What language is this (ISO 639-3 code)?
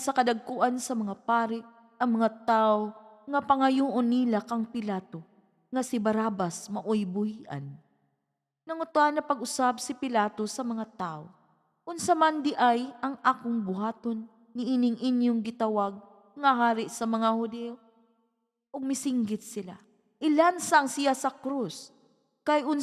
ceb